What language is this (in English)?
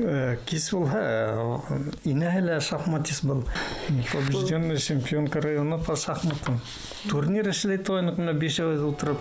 Bashkir